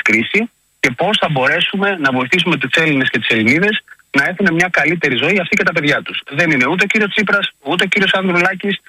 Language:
Greek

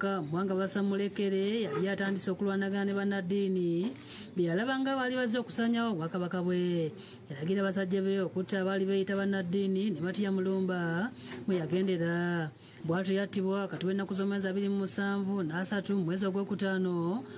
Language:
Ganda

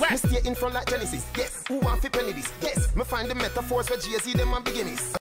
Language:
Jamaican Creole English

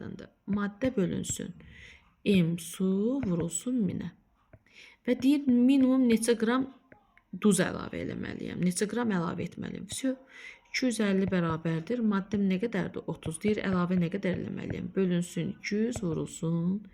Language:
Azerbaijani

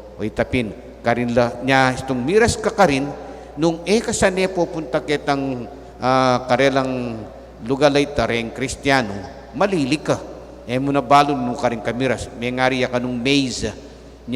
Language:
Pampanga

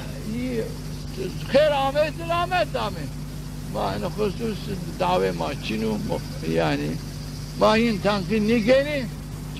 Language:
Zaza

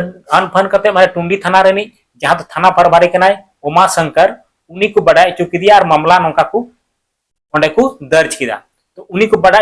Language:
Santali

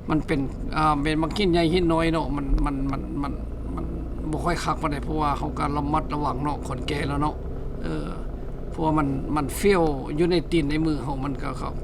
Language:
Lao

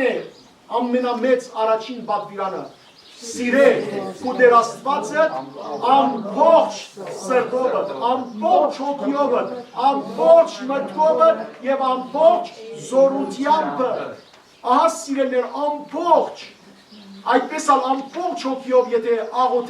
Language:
Western Armenian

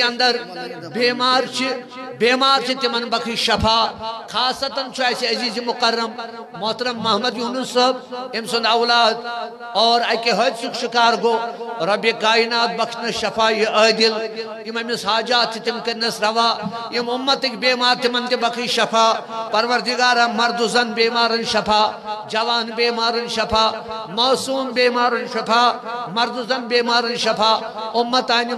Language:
Kashmiri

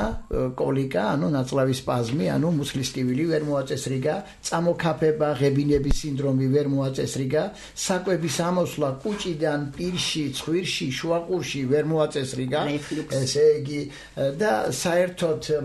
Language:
Georgian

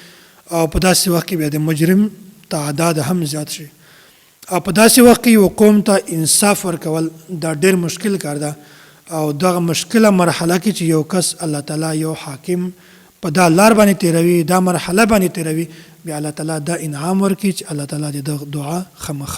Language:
Pashto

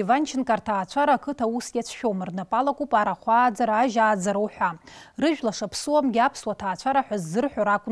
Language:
Abkhazian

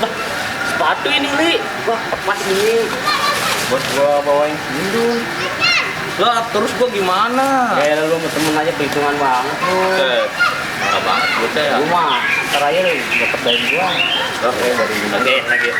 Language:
Betawi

